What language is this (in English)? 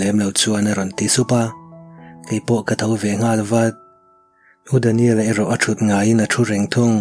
Mizo